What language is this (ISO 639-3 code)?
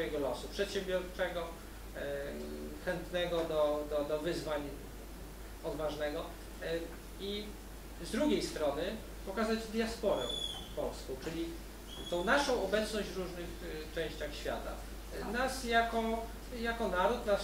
pol